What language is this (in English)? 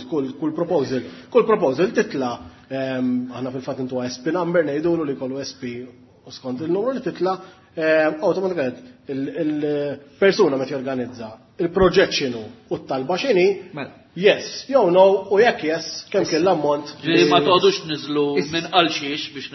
Maltese